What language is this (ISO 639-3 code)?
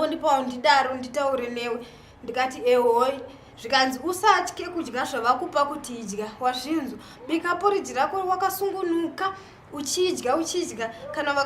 sna